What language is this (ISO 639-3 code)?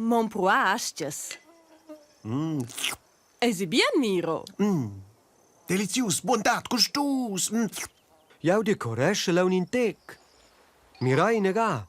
roh